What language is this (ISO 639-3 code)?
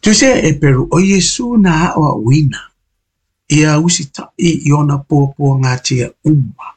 smo